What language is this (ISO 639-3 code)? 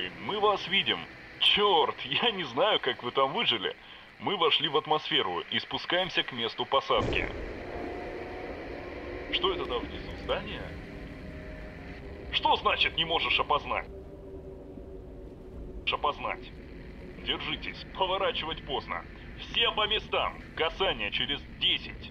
rus